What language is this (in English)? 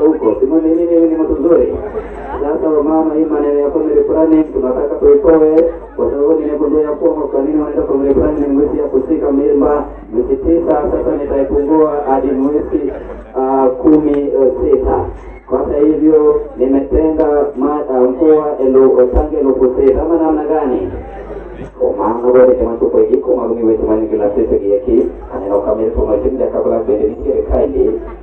Luo (Kenya and Tanzania)